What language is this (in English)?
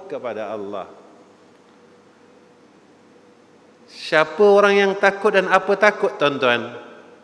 Malay